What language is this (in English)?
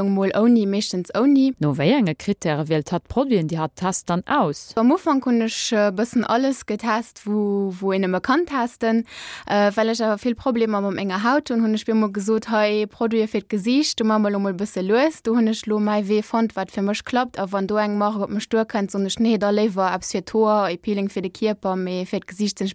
Luxembourgish